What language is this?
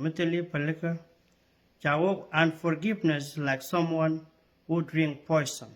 Nuer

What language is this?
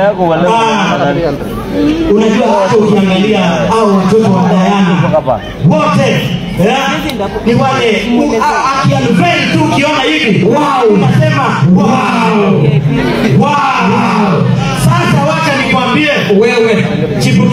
Swahili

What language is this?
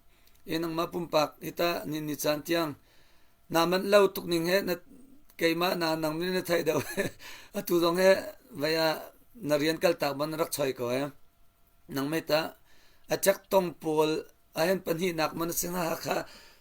Hakha Chin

